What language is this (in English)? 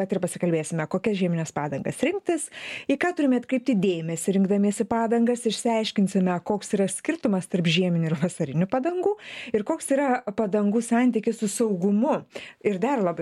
Lithuanian